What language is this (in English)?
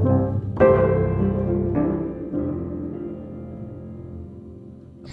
Danish